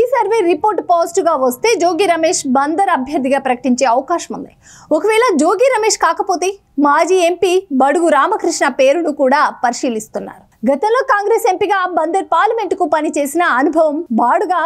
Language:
Telugu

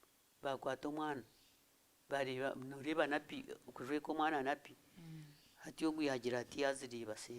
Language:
Nyankole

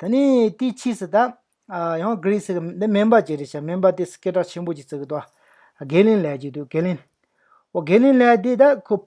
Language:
Tibetan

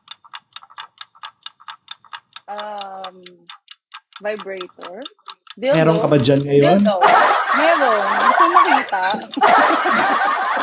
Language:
Filipino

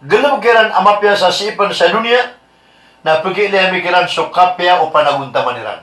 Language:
Maranao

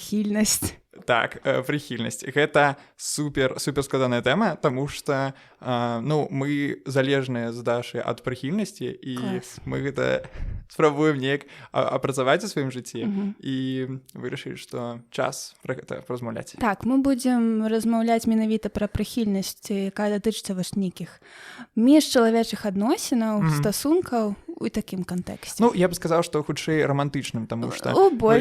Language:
Belarusian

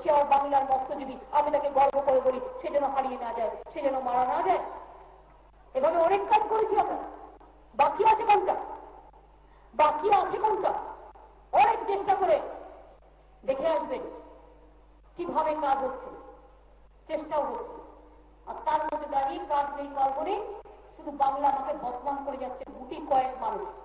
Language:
Bangla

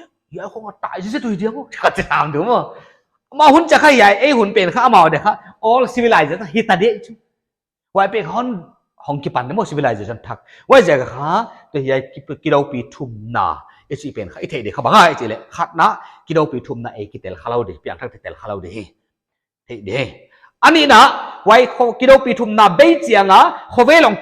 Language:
Paite Chin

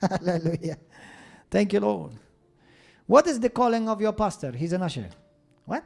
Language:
English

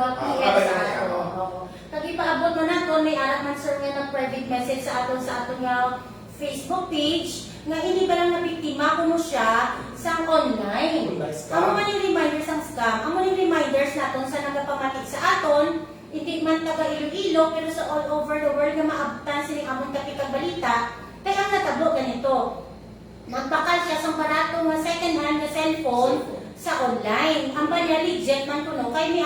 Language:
Hiligaynon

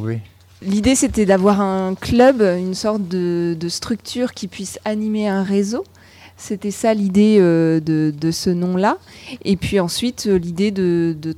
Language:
French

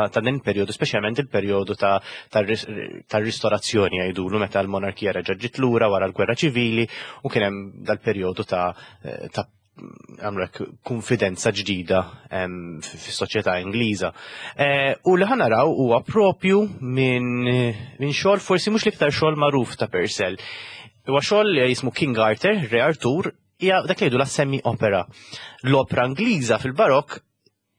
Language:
Maltese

